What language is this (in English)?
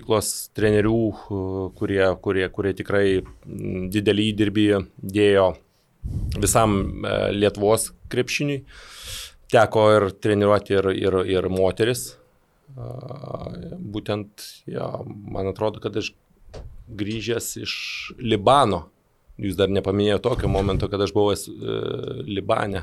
Lithuanian